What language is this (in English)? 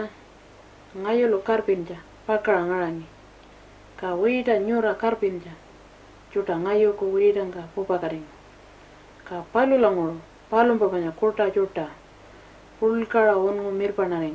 Pitjantjatjara